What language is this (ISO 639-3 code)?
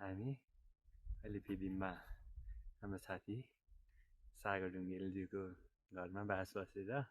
nep